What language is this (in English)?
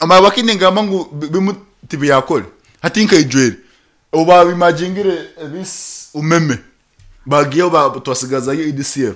Nyankole